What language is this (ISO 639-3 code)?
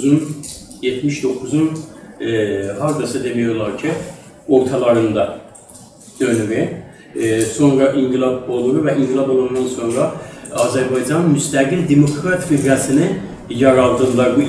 azb